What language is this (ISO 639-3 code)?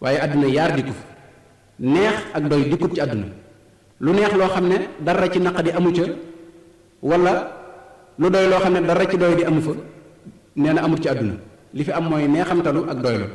wol